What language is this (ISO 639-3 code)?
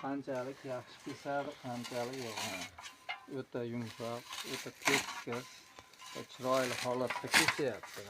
uzb